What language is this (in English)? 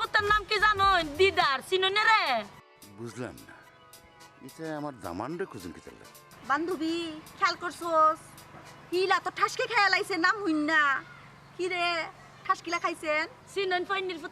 Sylheti